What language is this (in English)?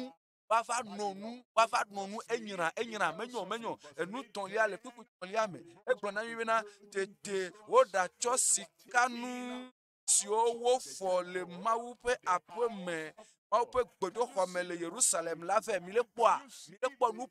Ewe